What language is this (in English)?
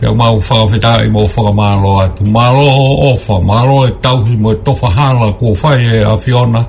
Tongan